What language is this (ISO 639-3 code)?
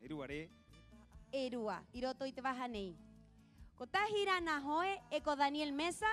rap